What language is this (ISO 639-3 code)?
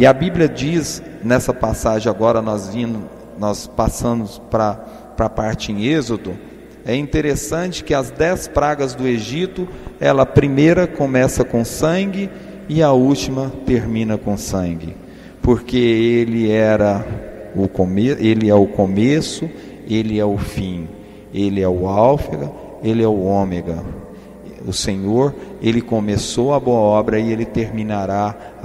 por